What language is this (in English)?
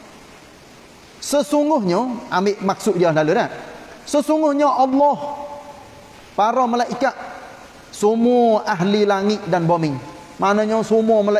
Malay